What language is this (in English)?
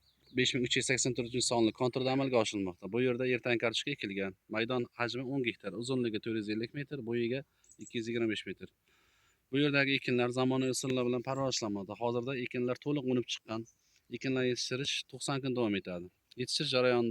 Uzbek